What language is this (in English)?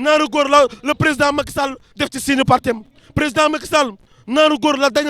Wolof